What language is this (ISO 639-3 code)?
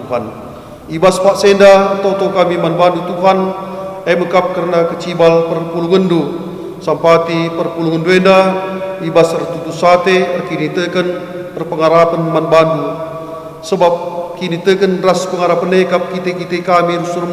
btx